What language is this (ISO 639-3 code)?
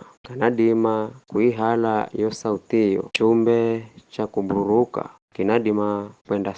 nyf